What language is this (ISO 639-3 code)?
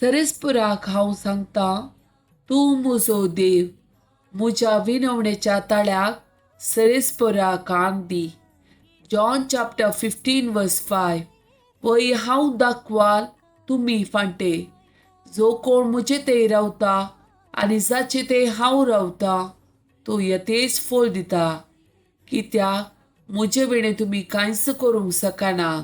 kok